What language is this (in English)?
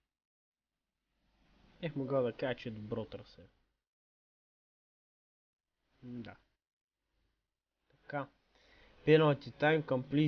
Bulgarian